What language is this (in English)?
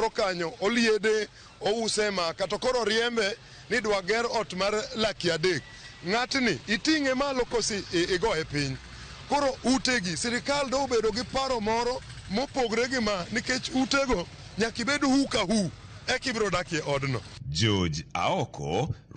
Luo (Kenya and Tanzania)